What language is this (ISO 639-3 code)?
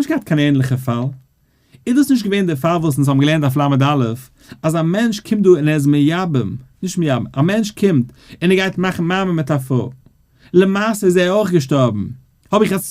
yid